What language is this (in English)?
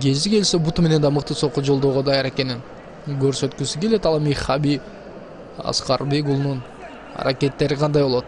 Kyrgyz